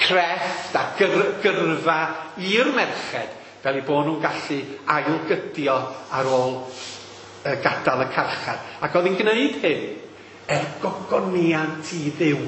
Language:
Welsh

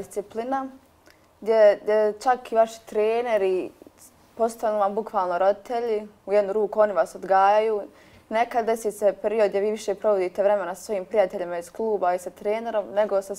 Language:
Bosnian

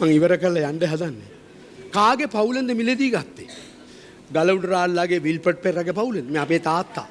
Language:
Sinhala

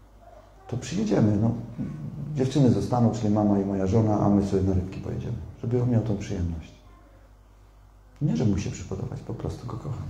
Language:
Polish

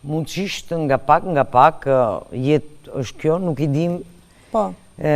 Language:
Albanian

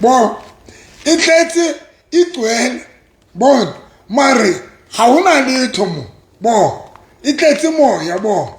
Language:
Southern Sotho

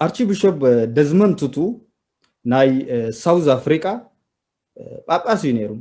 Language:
Tigrinya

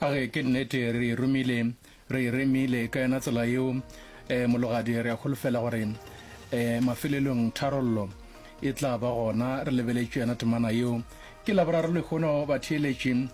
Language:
Northern Sotho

